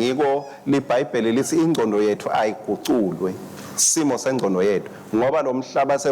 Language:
Swati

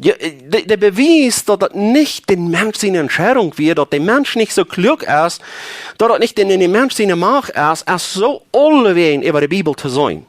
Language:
Plautdietsch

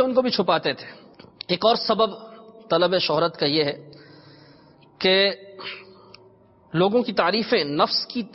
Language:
Urdu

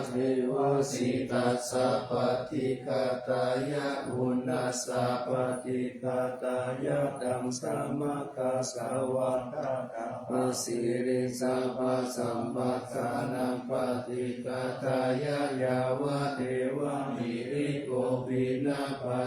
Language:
Pali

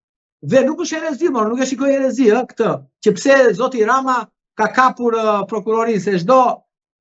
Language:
Albanian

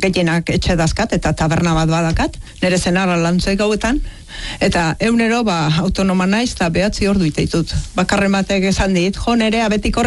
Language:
Basque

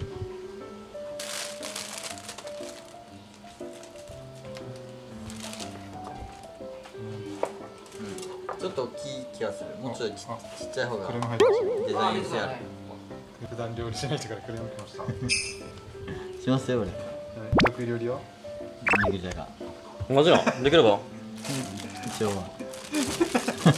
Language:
Japanese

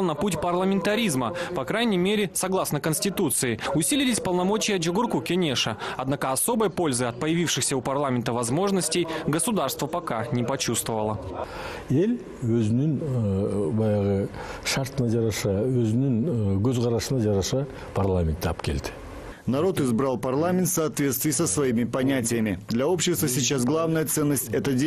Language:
Russian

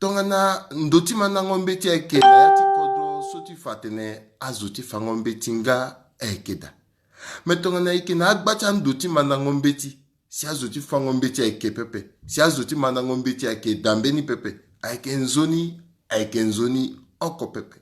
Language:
Sango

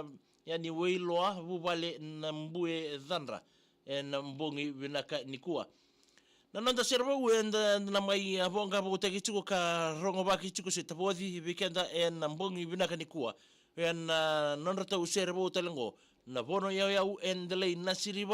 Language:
Fijian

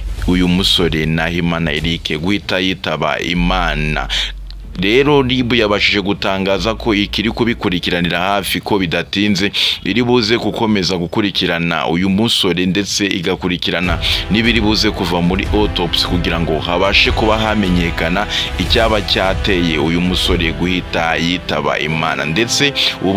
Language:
Kinyarwanda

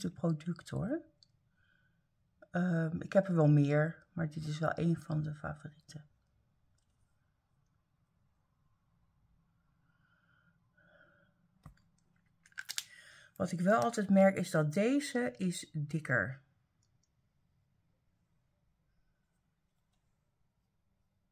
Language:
Dutch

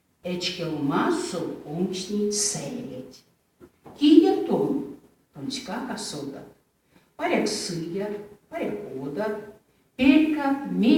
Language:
Erzya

